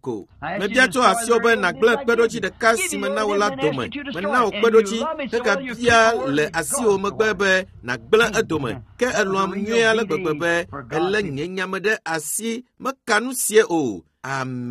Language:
Ewe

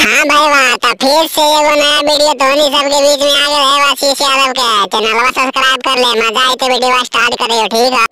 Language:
Magahi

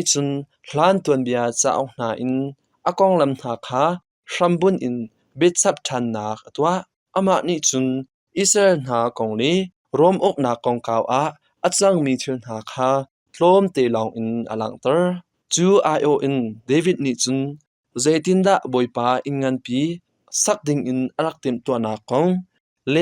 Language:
Hakha Chin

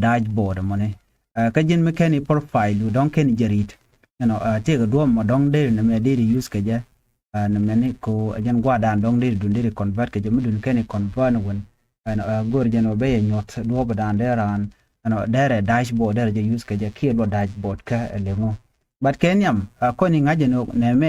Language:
Nuer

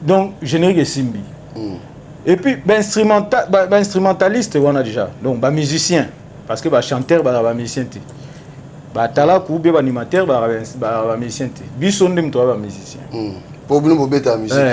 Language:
Lingala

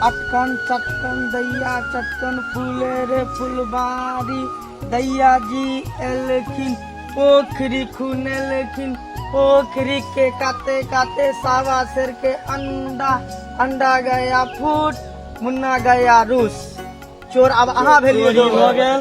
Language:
Maithili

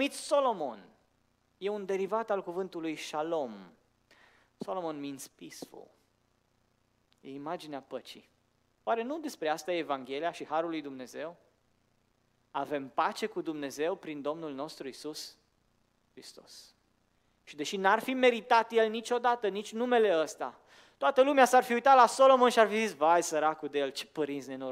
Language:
Romanian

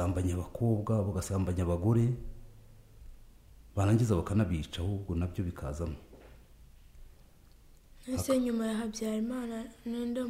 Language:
Kinyarwanda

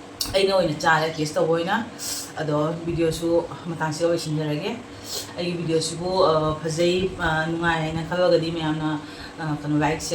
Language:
Manipuri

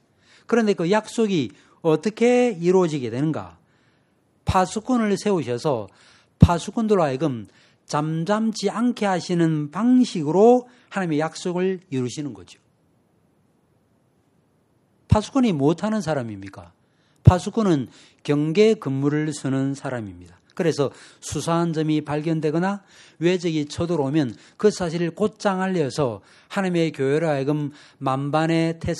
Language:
Korean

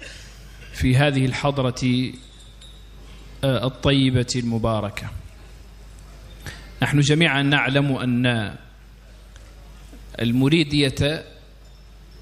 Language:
Arabic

